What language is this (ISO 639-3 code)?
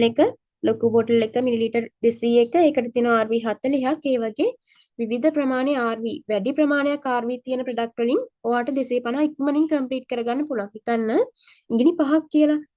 sin